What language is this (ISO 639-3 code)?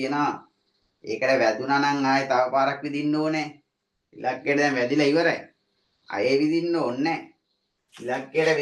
sin